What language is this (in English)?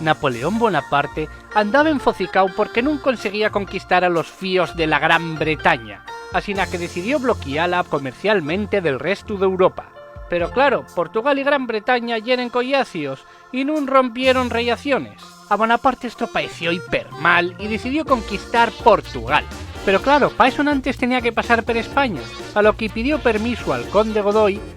Asturian